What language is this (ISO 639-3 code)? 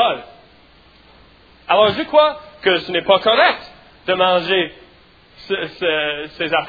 fra